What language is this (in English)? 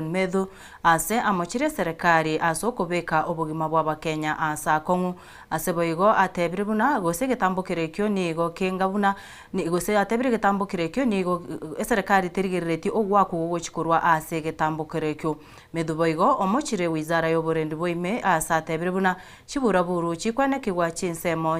Gusii